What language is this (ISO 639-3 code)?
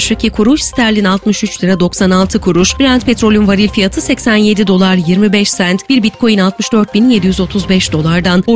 tur